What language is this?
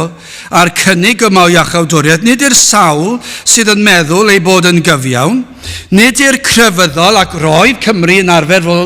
Welsh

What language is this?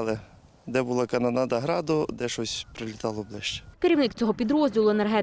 Ukrainian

